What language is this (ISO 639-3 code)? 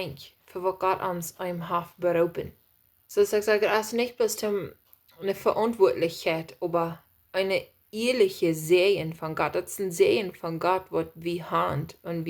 pdt